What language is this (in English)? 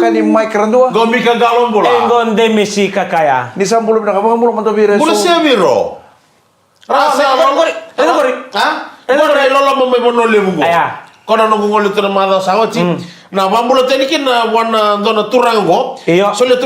Fijian